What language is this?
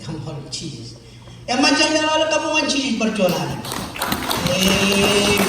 Marshallese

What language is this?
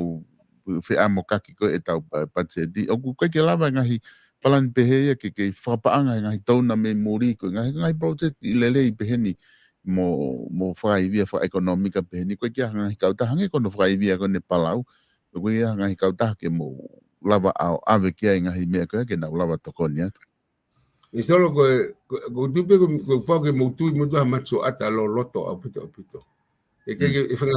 Tongan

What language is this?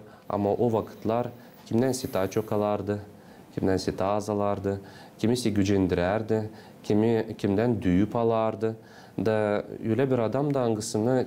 Gagauz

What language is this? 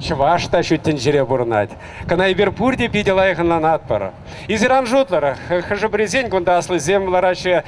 Chuvash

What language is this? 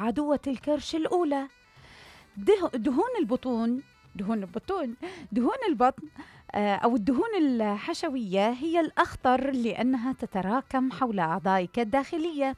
Mesopotamian Arabic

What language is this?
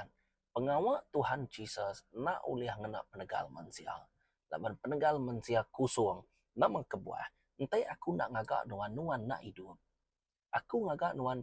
Iban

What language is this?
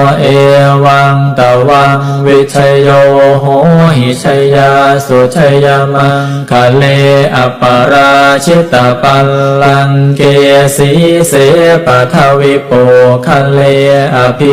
Pali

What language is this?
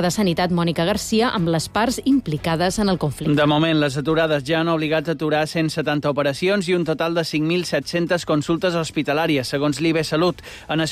Catalan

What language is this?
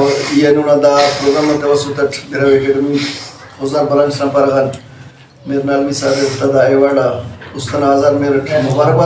Brahui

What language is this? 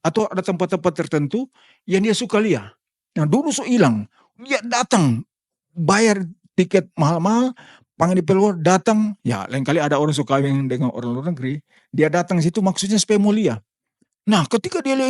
Manado Malay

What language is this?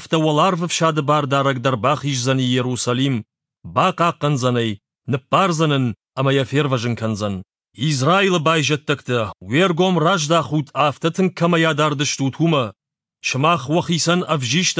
Ossetic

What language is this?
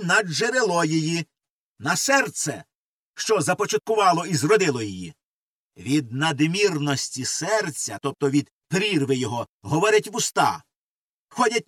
Ukrainian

